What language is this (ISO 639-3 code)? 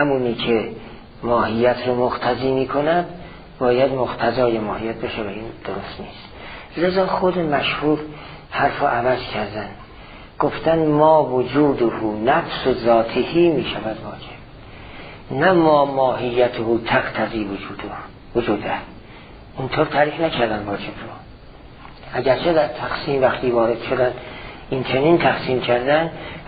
fas